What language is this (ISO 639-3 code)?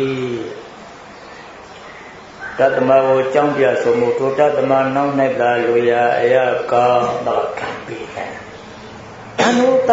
mya